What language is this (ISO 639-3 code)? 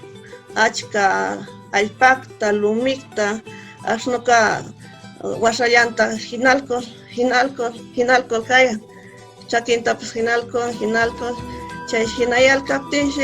qvw